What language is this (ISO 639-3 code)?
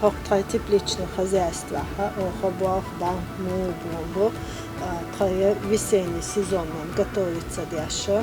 che